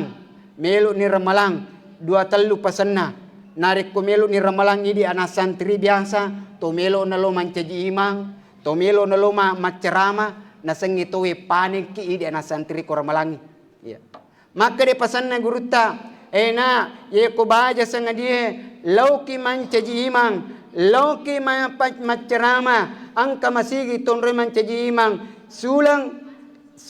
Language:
Buginese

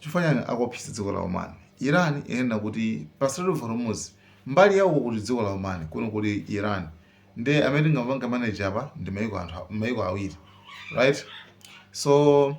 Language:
Nyanja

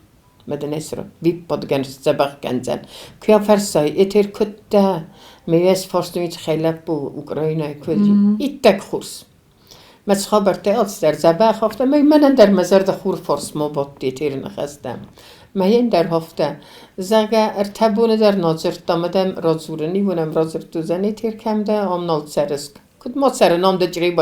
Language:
Ossetic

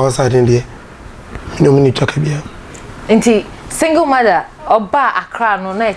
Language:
Akan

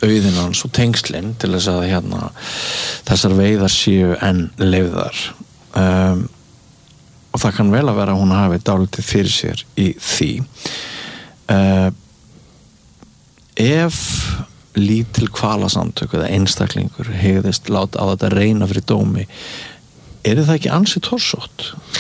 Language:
Icelandic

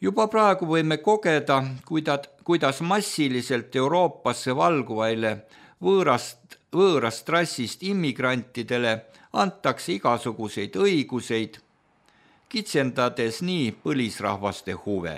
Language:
Estonian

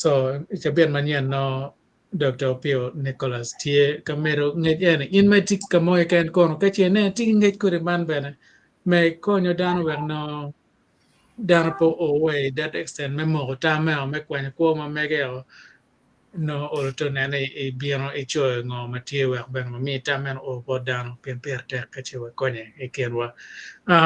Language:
Acoli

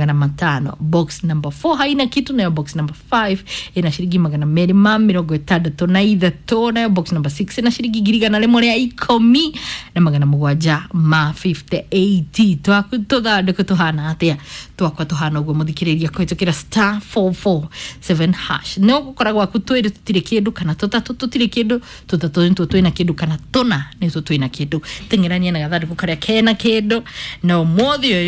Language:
Kikuyu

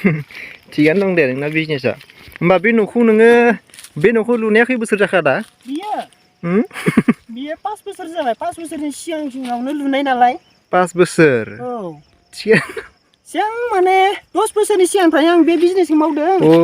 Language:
Bodo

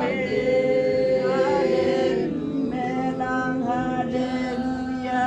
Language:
Tswana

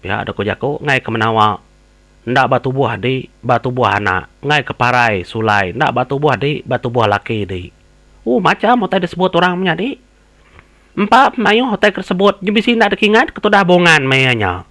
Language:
Iban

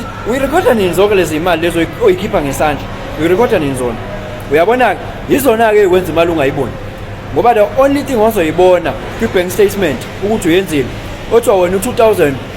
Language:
Zulu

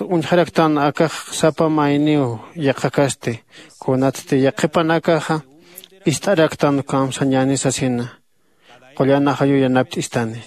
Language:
Aymara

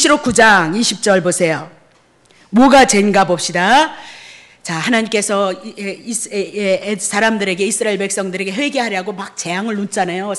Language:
Korean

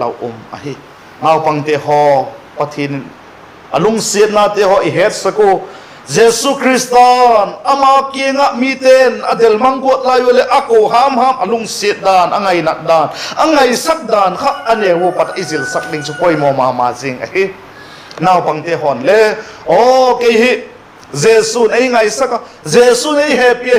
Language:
Vaiphei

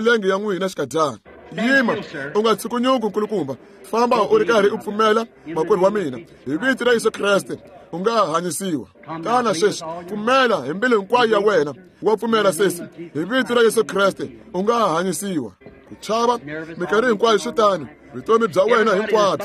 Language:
Tsonga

